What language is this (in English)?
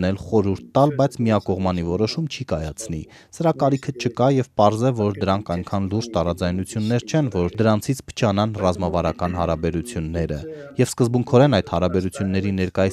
Armenian